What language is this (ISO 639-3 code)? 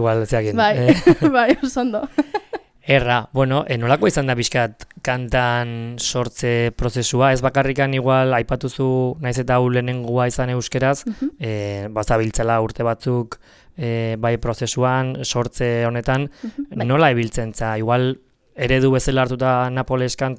eus